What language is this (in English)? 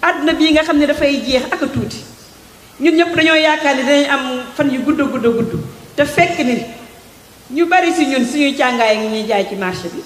Wolof